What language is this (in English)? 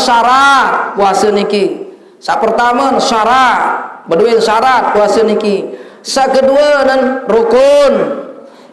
Sasak